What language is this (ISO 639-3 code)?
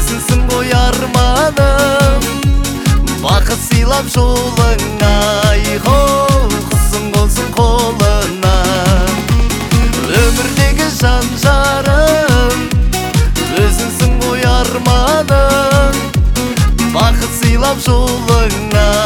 kaz